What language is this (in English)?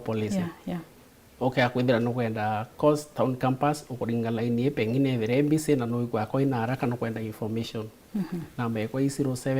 Meru